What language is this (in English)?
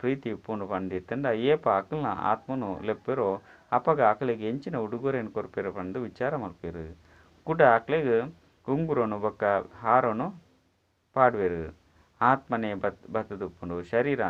Tulu